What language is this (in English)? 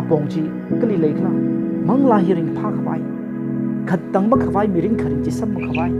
Tangkhul Naga (India)